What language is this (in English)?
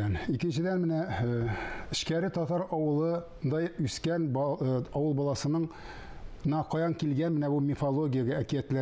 Tatar